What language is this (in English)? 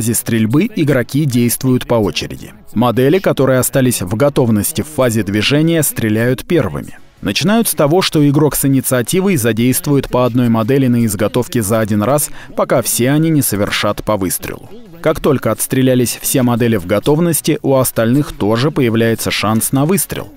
Russian